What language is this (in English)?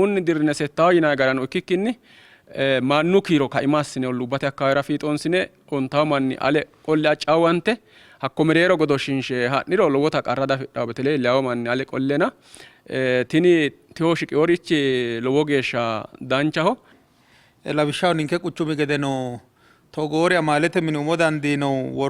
Sidamo